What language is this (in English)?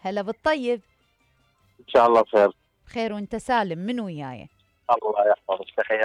Mesopotamian Arabic